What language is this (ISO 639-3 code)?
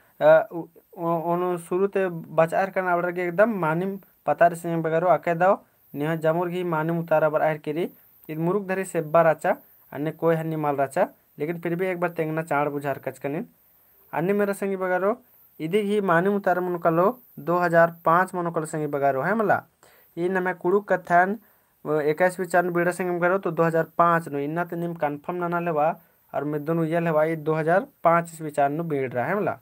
kru